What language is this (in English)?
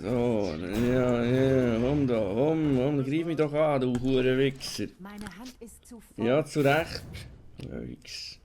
Swiss German